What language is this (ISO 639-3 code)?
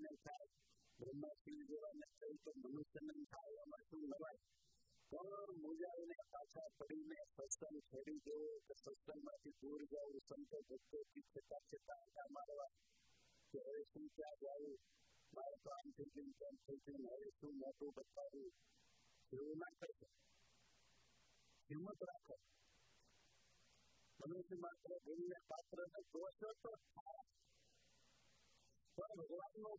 guj